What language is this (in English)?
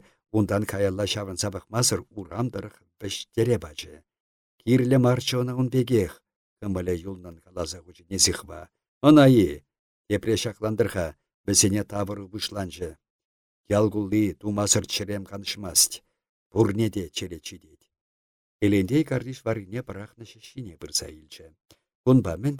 Chuvash